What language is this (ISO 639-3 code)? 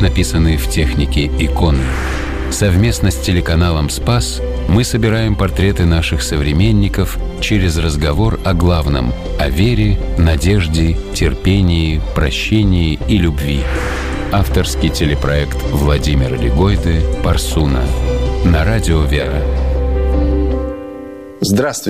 rus